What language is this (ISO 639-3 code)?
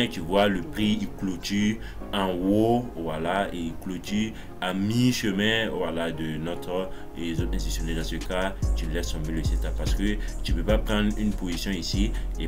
fra